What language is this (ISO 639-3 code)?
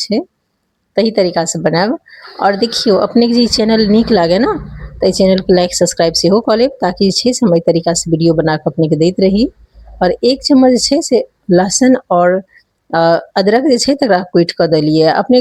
mai